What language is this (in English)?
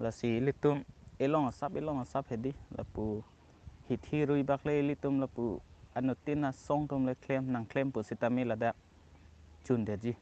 Karbi